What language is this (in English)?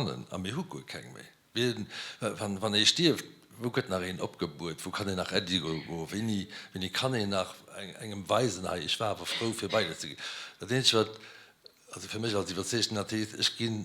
Luxembourgish